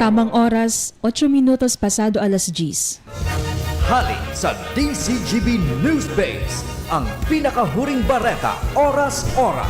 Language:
Bikol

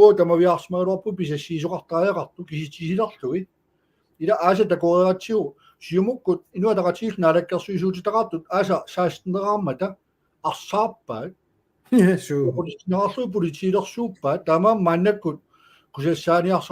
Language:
Kalaallisut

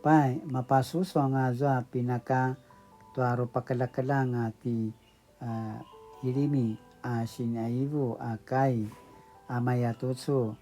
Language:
Paiwan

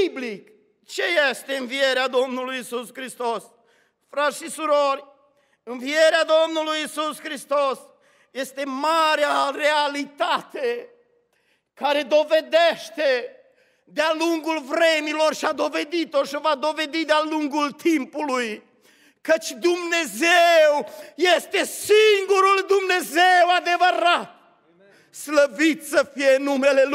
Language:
Romanian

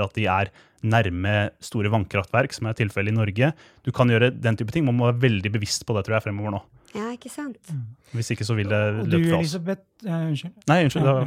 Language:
Norwegian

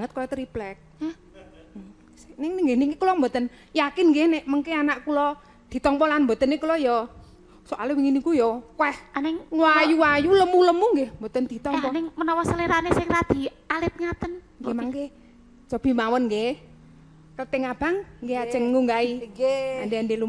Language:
Javanese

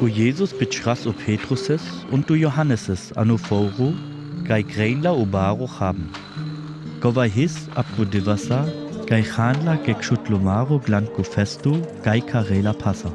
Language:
Sinte Romani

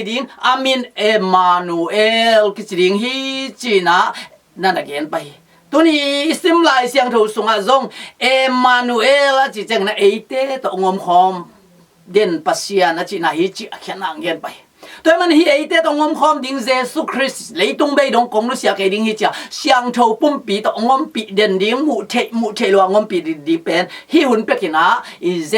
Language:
Tedim Chin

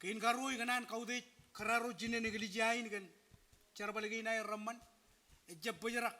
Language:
Marshallese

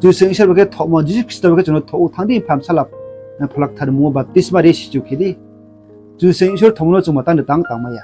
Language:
Riang (India)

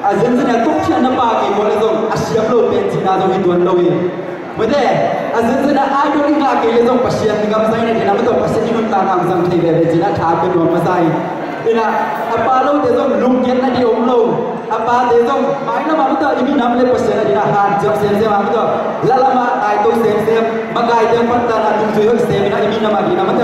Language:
Tedim Chin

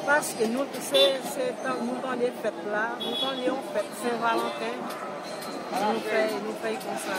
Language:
Haitian Creole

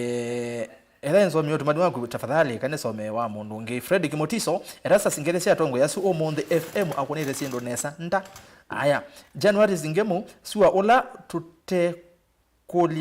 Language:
Kamba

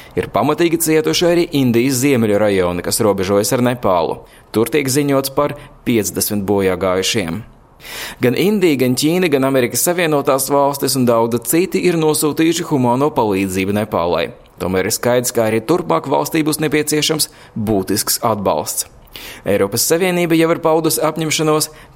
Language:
Latvian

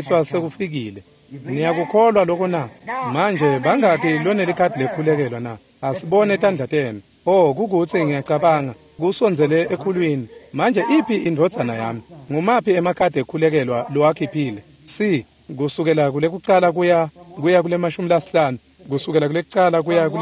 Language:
Swati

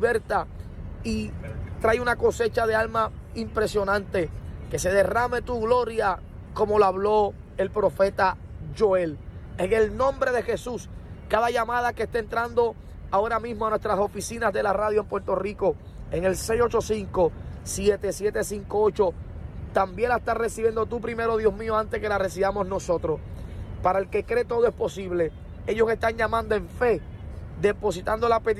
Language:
Spanish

